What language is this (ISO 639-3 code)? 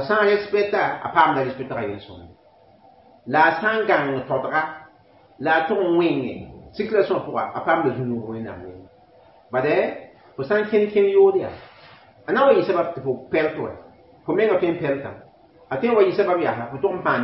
mos